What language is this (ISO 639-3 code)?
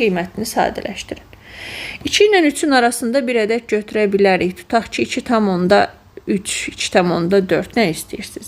aze